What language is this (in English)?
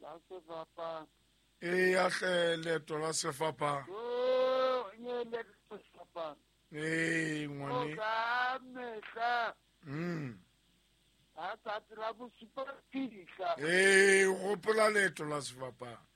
Southern Sotho